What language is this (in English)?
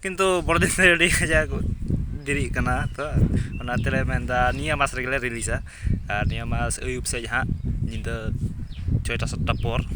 Santali